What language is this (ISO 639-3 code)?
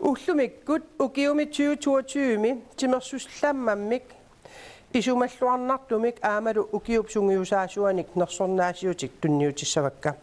kal